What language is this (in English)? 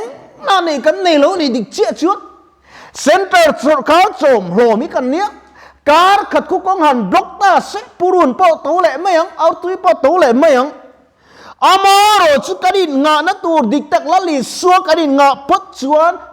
Mizo